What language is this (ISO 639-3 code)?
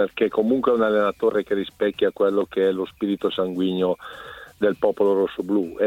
ita